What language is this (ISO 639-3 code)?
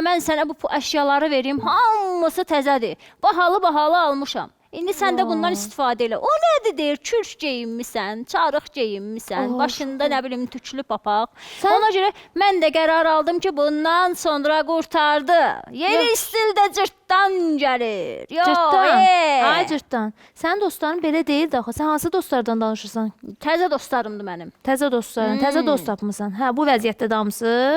aze